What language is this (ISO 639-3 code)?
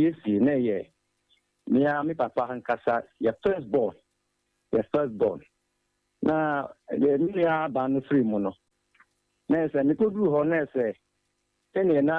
aka